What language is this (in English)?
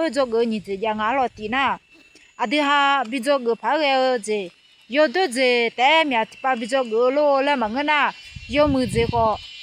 Akha